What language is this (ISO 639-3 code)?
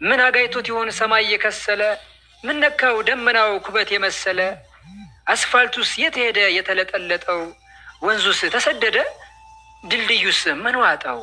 amh